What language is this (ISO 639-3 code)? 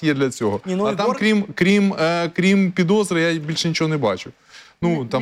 ukr